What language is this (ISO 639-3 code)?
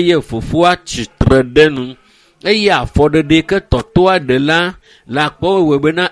ewe